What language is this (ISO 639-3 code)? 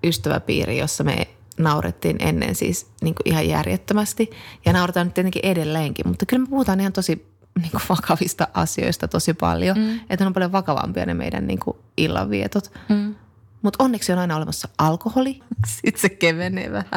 fin